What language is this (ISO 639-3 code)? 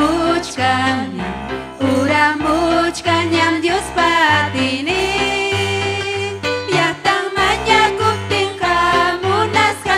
quy